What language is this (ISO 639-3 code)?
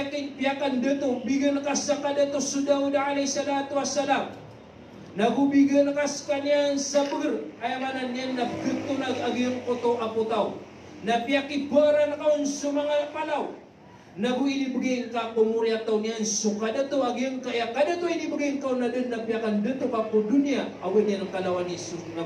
mrw